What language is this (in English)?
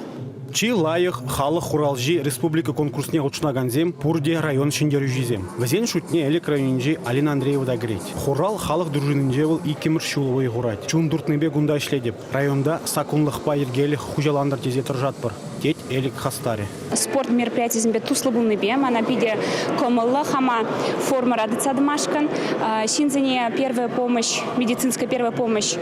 Chuvash